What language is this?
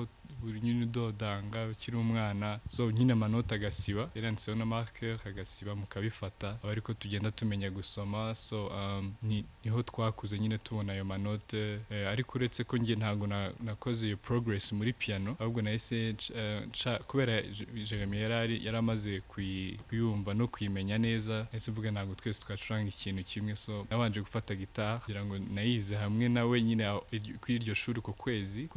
Kinyarwanda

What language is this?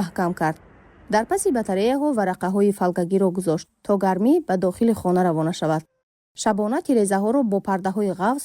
Tajik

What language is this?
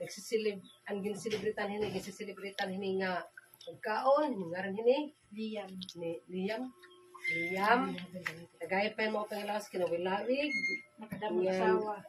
Waray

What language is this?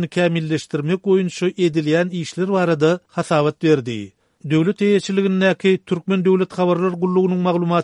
Turkmen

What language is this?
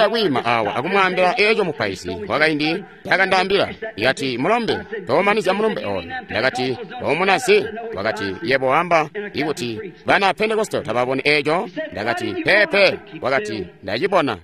Tonga (Zambia)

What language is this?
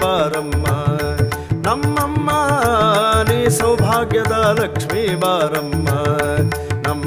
Kannada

